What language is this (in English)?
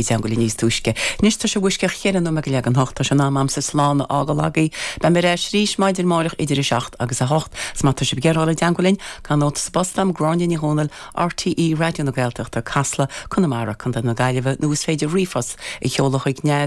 Irish